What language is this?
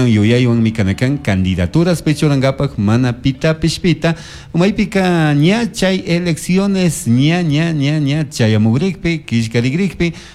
Chimborazo Highland Quichua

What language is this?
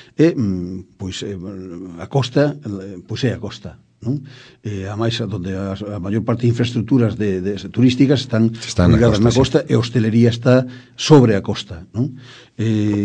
Galician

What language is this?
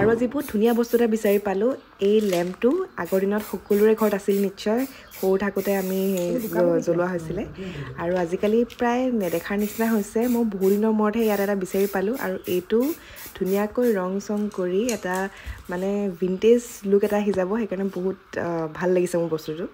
Assamese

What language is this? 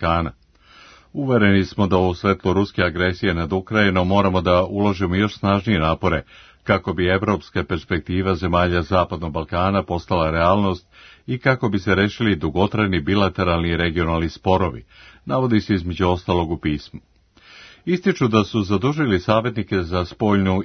Serbian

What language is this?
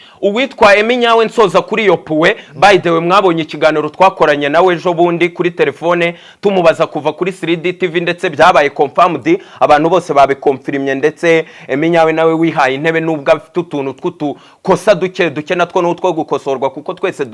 Kinyarwanda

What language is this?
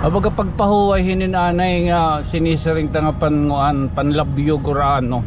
Waray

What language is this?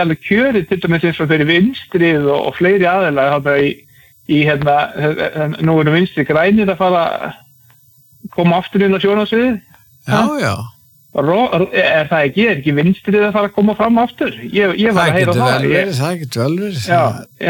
Icelandic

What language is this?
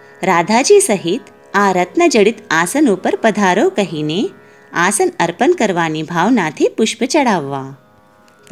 Gujarati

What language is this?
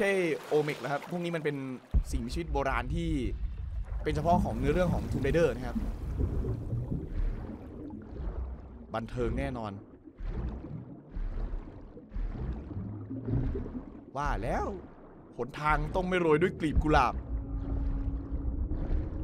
Thai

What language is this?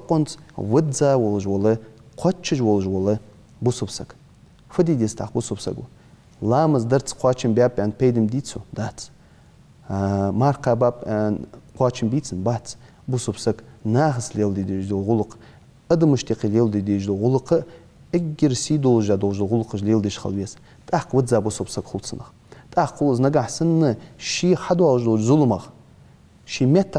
Ingush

